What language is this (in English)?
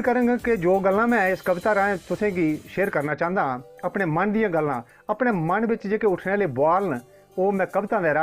Dogri